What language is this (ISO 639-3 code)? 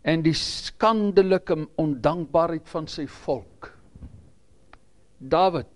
afr